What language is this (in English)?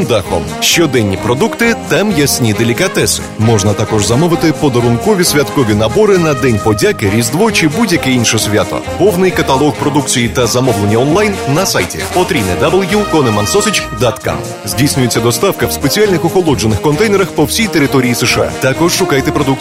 Ukrainian